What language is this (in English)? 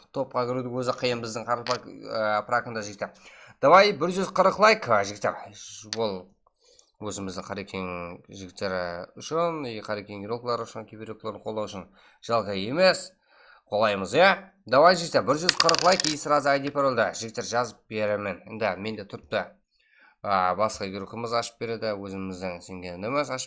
Kara-Kalpak